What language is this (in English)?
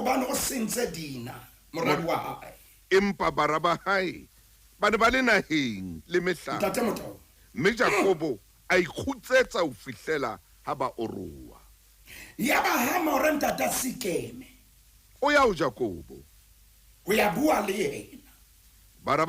Southern Sotho